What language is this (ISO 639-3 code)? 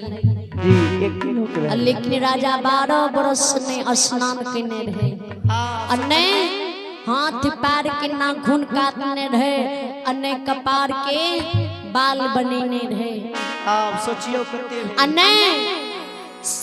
mai